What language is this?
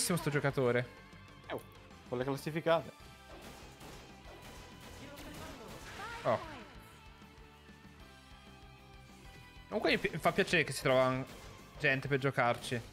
Italian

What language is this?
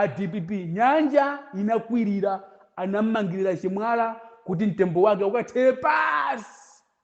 Nyanja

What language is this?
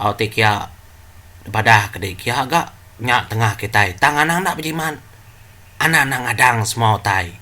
Iban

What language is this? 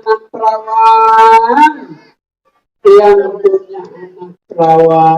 Betawi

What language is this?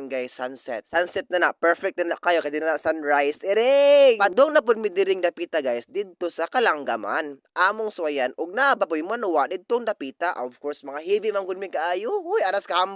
Cebuano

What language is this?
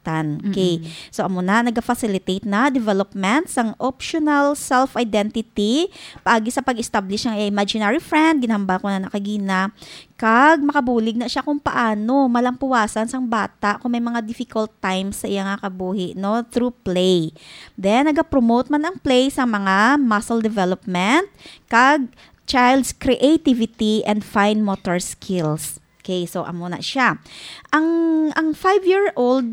Hiligaynon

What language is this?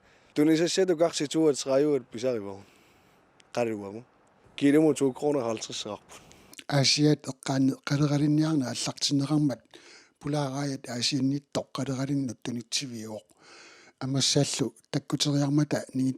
Kalaallisut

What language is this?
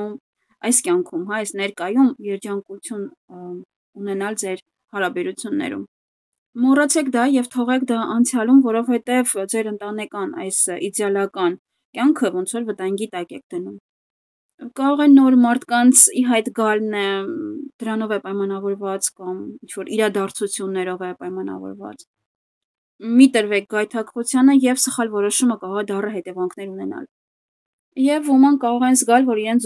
Armenian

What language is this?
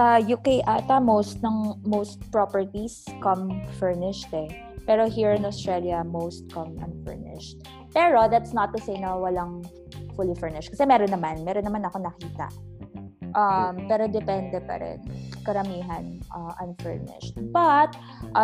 Filipino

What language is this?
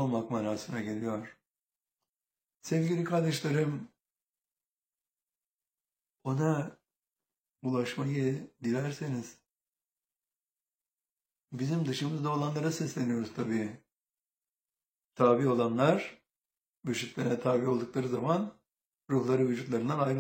Turkish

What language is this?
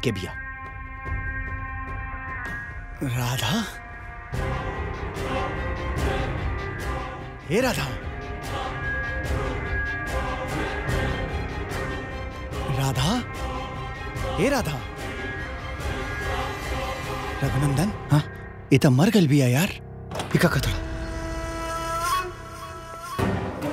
Bhojpuri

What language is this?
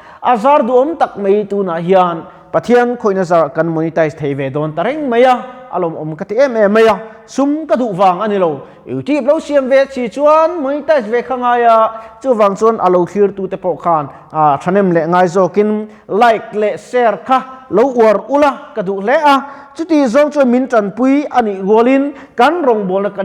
Mizo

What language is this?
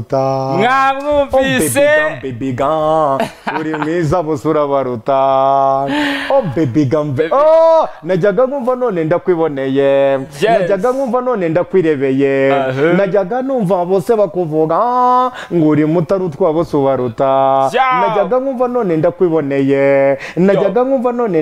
Kinyarwanda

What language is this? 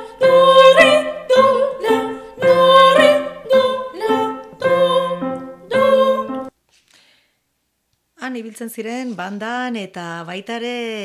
Basque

